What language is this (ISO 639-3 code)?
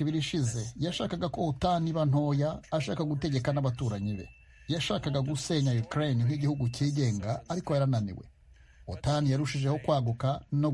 kin